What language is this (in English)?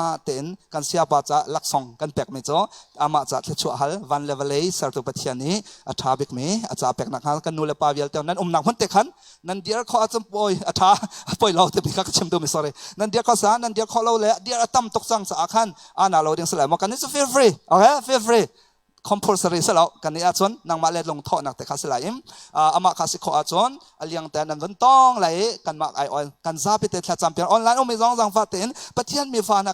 Hakha Chin